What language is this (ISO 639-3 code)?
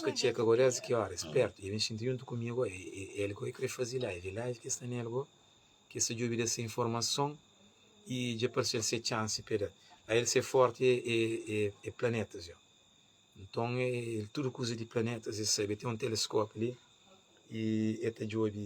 kea